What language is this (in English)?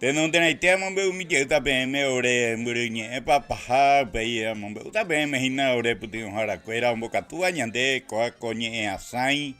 Guarani